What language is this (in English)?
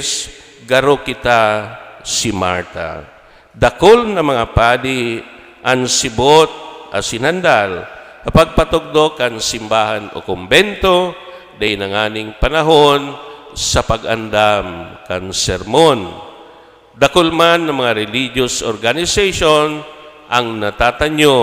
Bikol